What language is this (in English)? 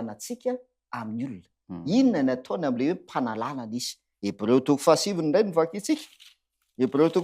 Malagasy